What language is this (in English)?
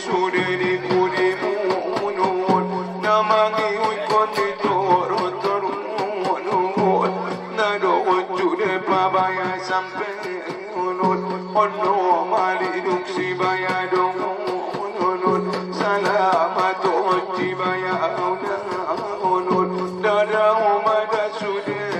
Batak Angkola